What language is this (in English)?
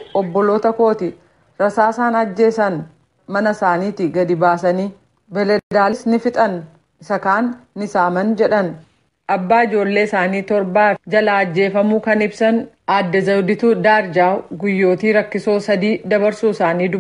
Oromo